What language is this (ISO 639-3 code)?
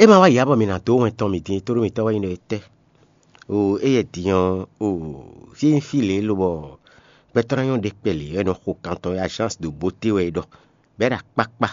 fon